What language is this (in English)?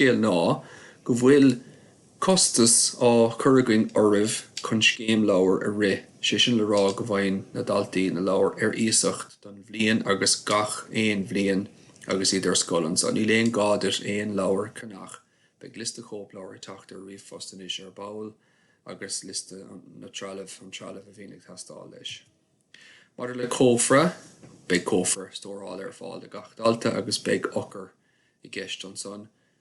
Irish